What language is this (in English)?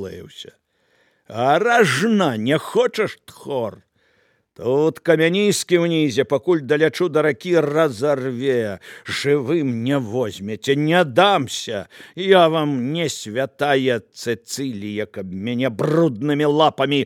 Belarusian